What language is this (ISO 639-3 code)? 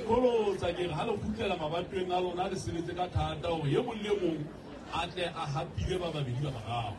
sot